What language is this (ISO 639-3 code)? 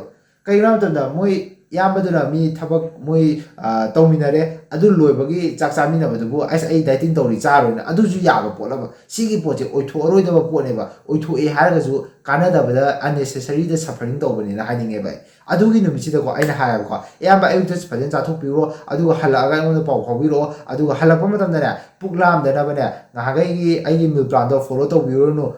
mni